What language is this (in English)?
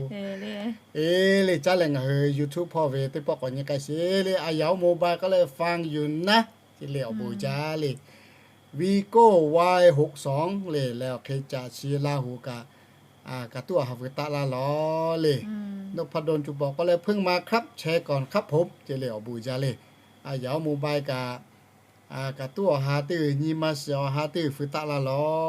Lahu